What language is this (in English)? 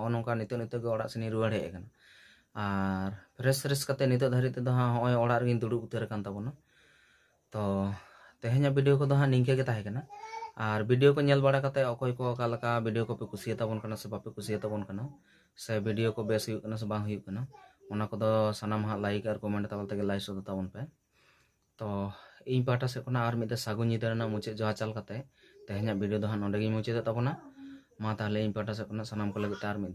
Santali